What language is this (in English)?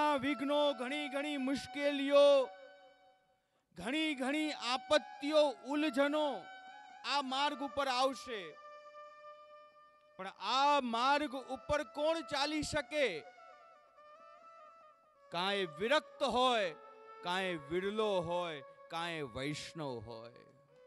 Gujarati